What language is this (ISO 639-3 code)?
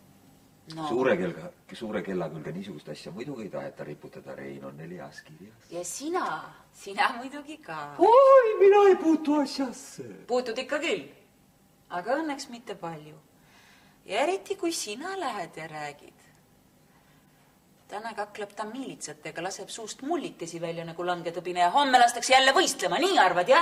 est